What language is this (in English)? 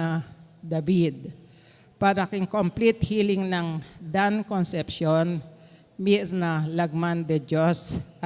Pampanga